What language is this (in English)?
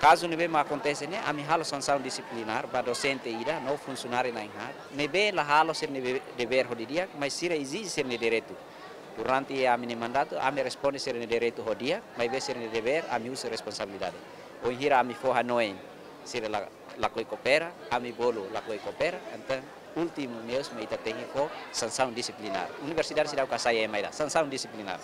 Tetum